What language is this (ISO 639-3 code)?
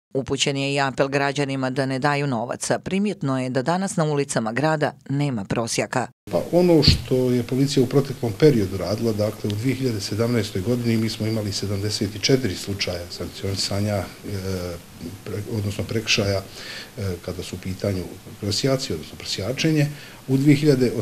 bos